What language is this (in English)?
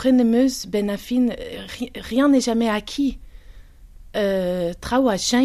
Breton